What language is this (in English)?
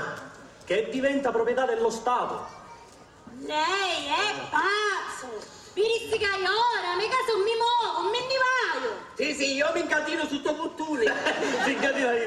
Sicilian